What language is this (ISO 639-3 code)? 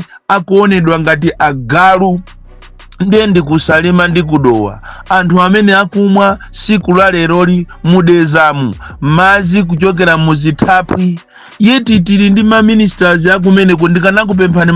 nya